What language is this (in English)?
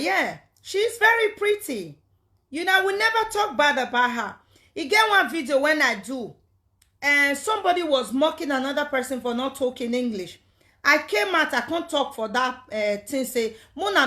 Nigerian Pidgin